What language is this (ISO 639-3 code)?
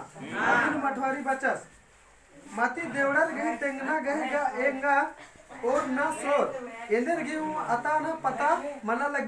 kru